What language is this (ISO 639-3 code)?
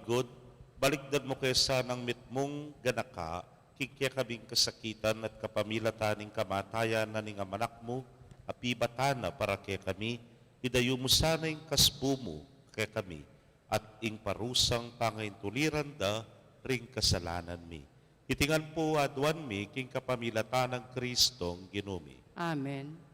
pam